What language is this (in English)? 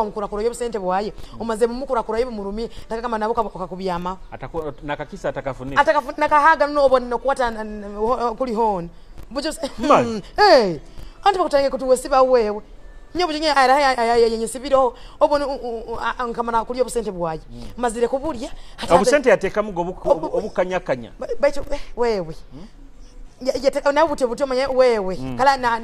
Nyoro